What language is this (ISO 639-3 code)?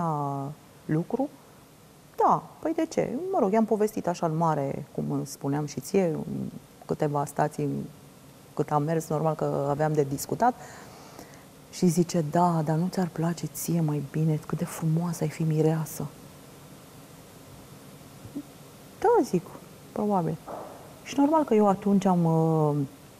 ron